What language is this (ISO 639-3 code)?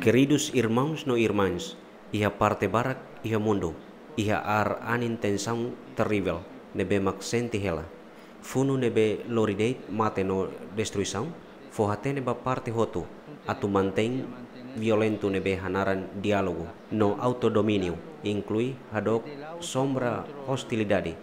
tet